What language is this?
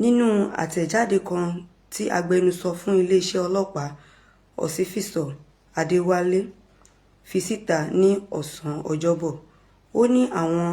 Yoruba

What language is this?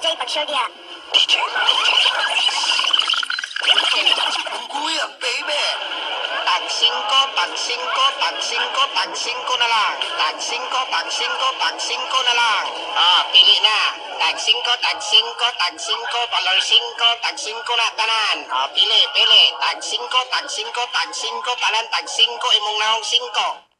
Cebuano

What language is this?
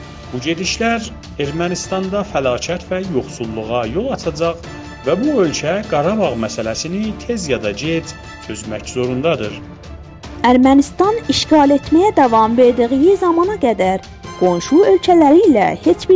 South Azerbaijani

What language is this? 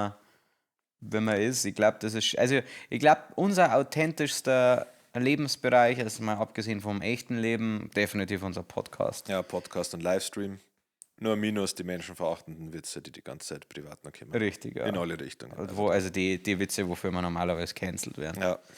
Bavarian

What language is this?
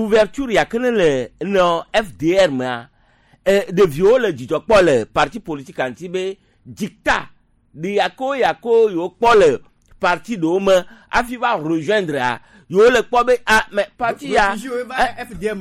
Gen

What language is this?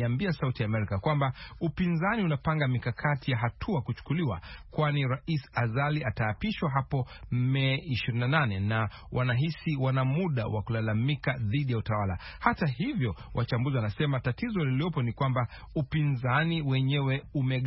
Swahili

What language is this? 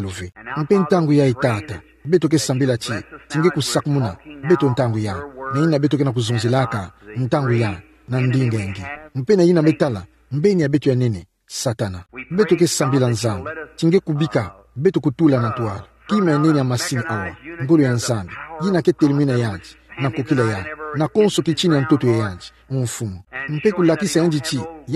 Kituba (Democratic Republic of Congo)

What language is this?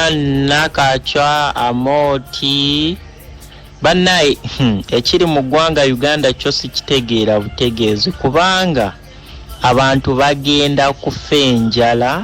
Ganda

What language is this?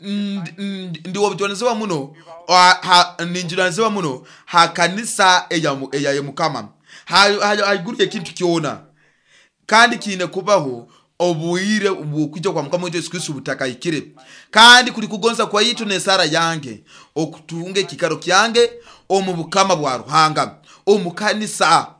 Nyoro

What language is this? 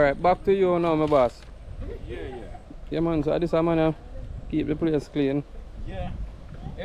Jamaican Creole English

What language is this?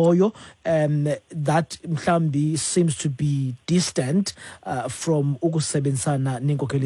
Xhosa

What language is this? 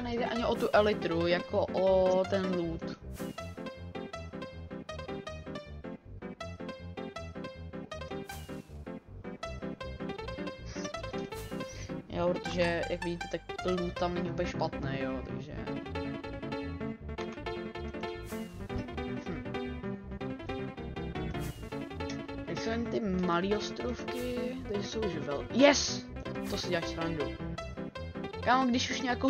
Czech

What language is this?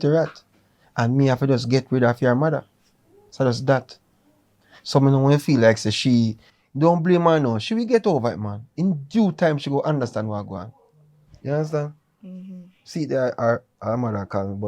Jamaican Creole English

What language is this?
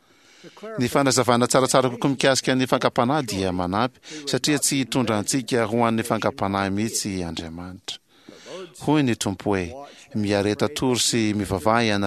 Malagasy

